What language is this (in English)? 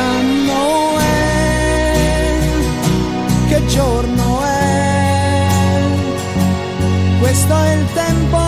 Italian